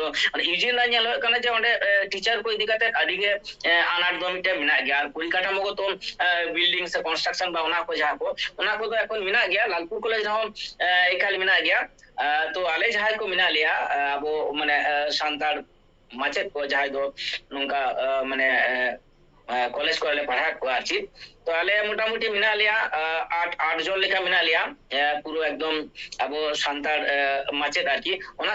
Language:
Santali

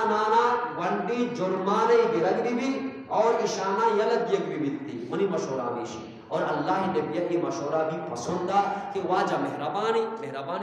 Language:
Eastern Balochi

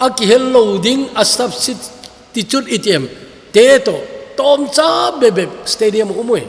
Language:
Thado Chin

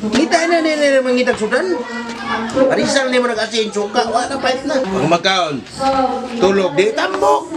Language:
Cebuano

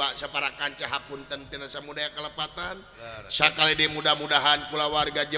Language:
Sundanese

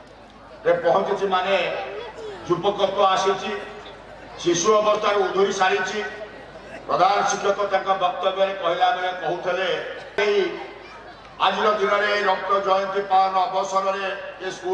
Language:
Odia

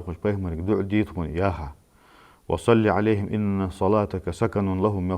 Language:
Ingush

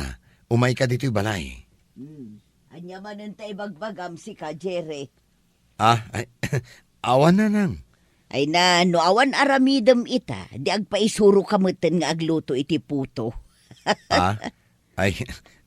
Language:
Iloko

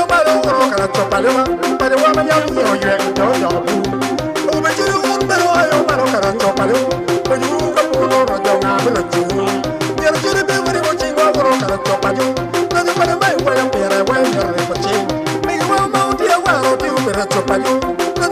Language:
Acoli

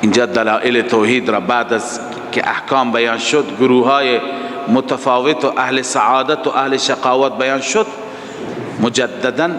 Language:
Persian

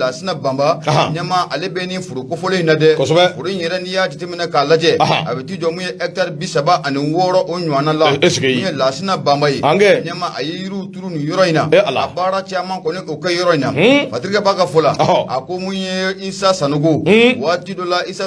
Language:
Bambara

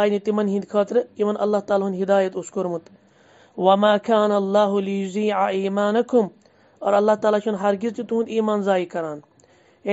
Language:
Kashmiri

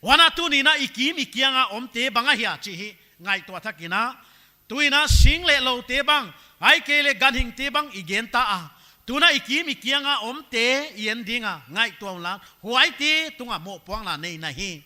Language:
Paite Chin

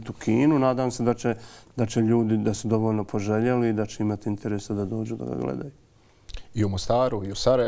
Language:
Bosnian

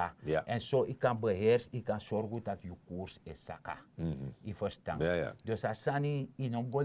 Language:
Sranan Tongo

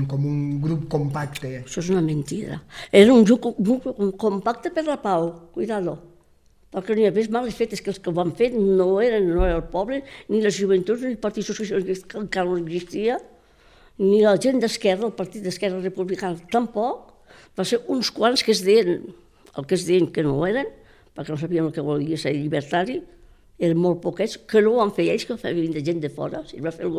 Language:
Catalan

